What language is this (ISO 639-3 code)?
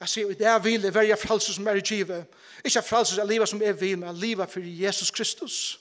fao